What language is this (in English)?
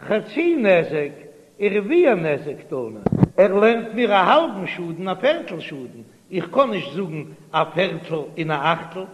Yiddish